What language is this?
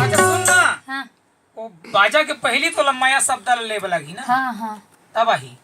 Chhattisgarhi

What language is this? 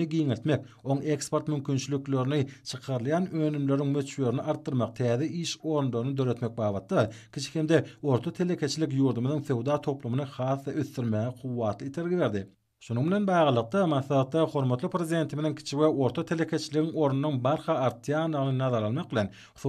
Turkmen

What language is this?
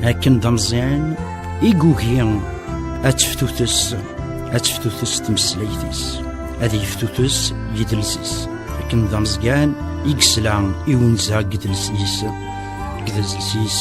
Kabyle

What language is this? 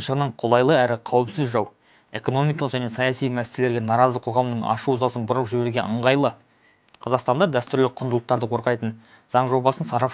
Kazakh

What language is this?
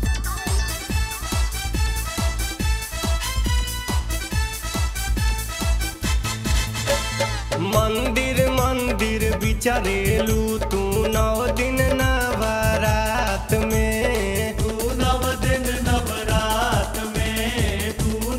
Bhojpuri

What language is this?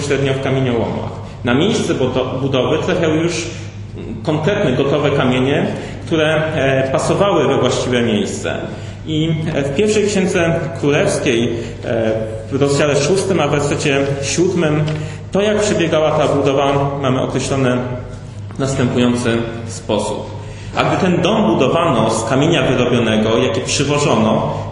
Polish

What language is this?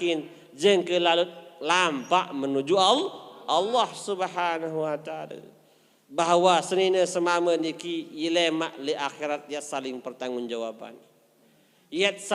Sasak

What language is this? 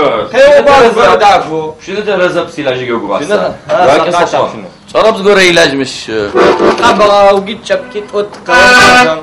Adyghe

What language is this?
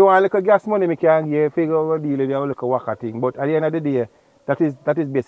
Jamaican Creole English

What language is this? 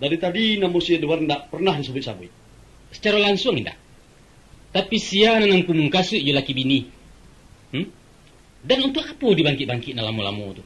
Minangkabau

